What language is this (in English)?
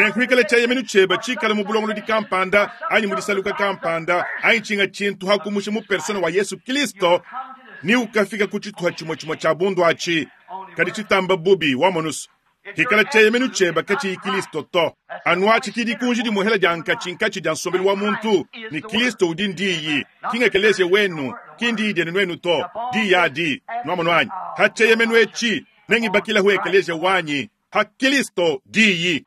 Luba-Lulua